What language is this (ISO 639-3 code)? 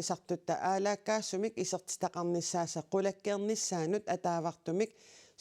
kal